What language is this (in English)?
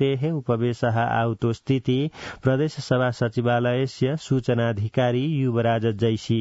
Sanskrit